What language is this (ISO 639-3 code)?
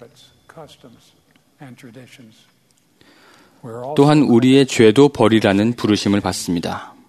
kor